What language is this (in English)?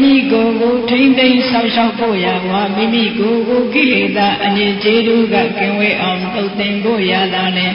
Burmese